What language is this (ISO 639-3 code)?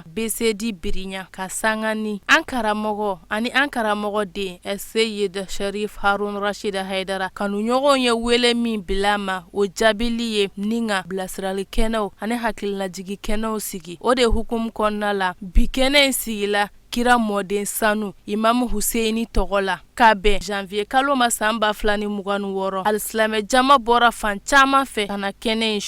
bam